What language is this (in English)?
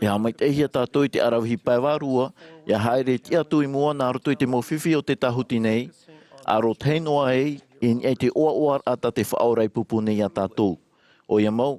Tahitian